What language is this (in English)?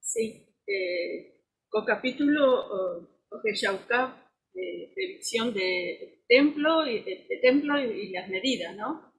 Guarani